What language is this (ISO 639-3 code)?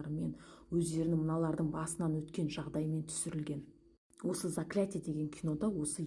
kaz